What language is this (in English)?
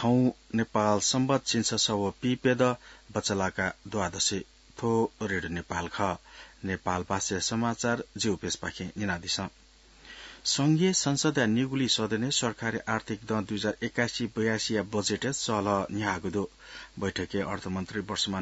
Newari